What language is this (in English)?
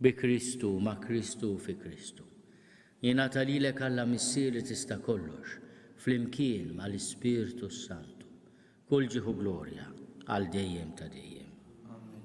Maltese